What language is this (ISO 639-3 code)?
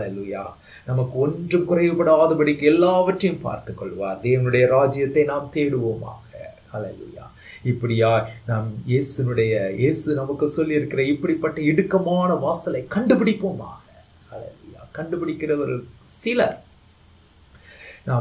tam